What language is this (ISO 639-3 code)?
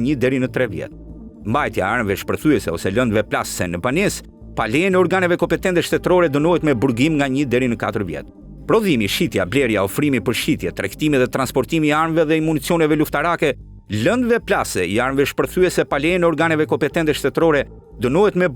sqi